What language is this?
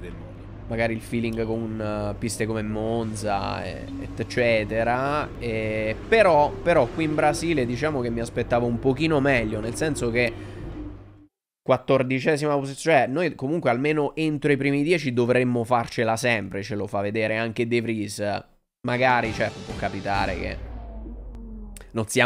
Italian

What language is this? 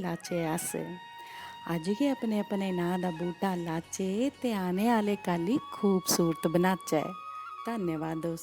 Dogri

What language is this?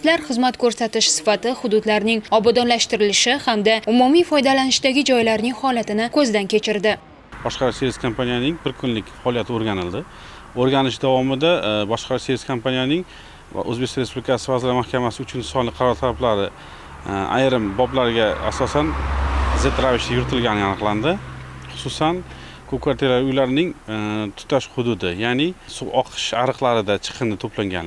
Uzbek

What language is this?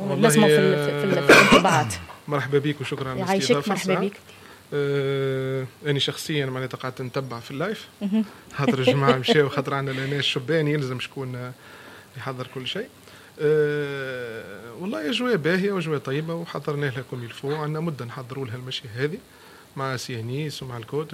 Tunisian Arabic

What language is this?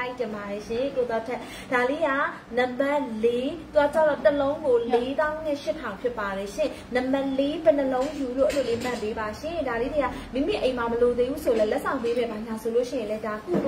Burmese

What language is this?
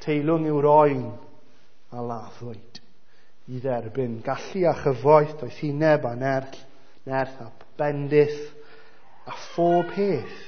Welsh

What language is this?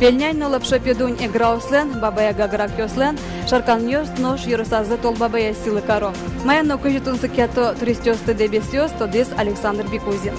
Udmurt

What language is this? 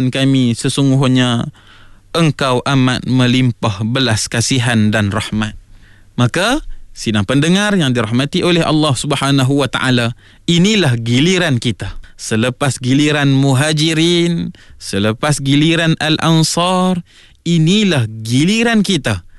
Malay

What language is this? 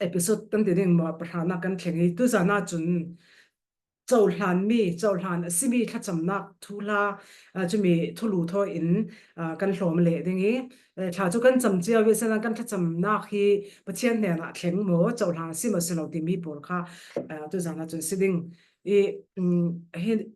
Falam Chin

